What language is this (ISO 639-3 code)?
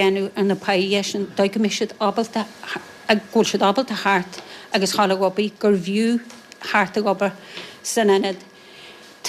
gle